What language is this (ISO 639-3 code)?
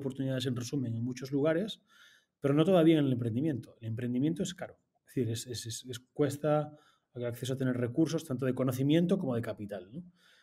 spa